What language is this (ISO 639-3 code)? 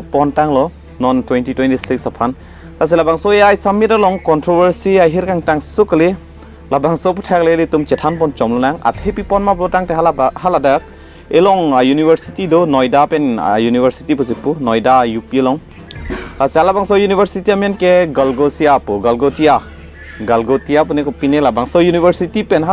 mjw